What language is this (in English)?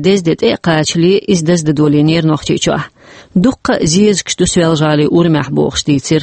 Chechen